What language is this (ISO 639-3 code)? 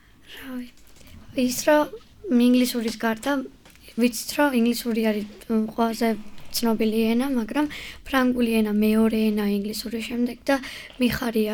kat